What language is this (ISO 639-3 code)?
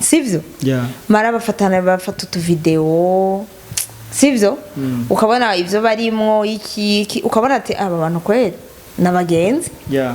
run